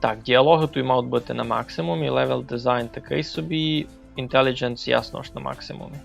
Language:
Rusyn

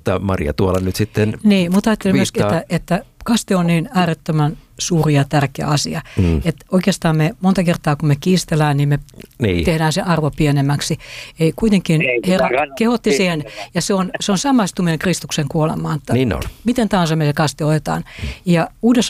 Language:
Finnish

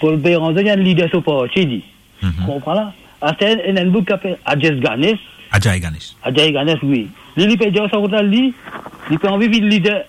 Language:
Morisyen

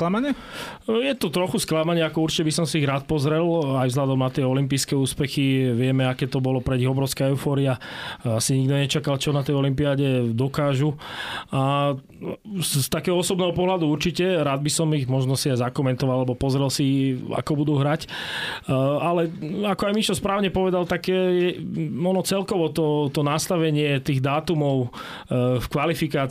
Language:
Slovak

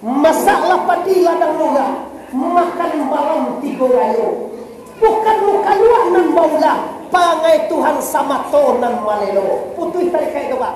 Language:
Minangkabau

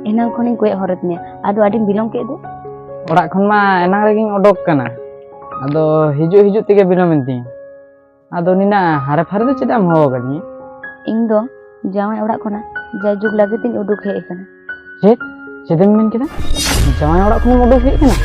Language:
Santali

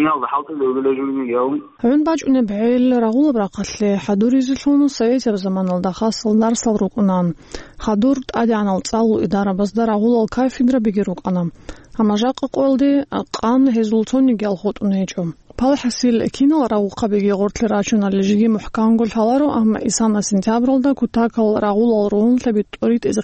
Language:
Avaric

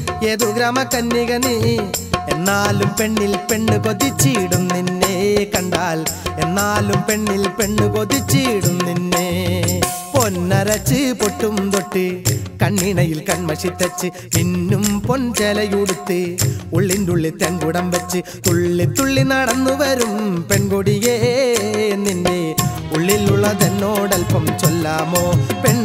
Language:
Malayalam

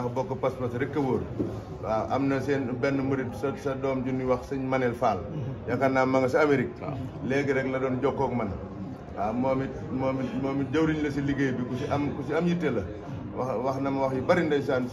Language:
Wolof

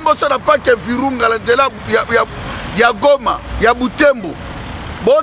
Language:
Lingala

